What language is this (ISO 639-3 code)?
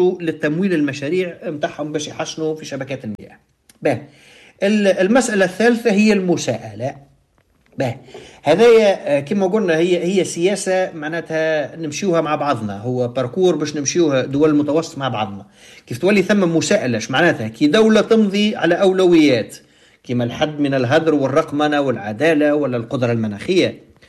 aeb